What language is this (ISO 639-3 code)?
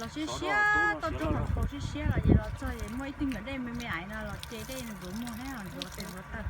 hmn